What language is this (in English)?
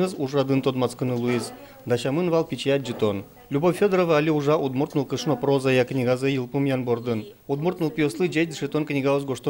Udmurt